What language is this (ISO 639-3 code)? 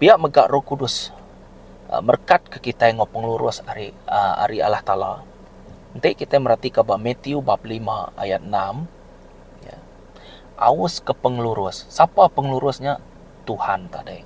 iba